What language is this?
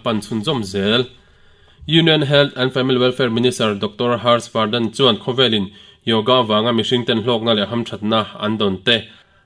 Mizo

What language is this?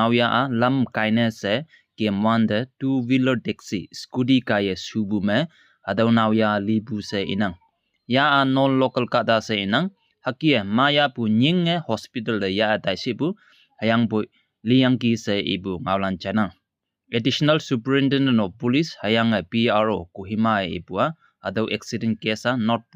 Konyak Naga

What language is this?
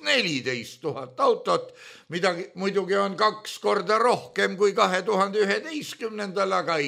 Estonian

